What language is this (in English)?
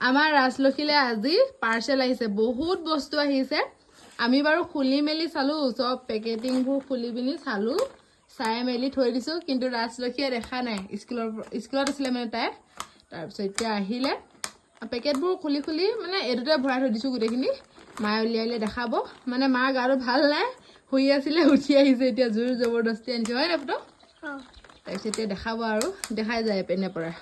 Assamese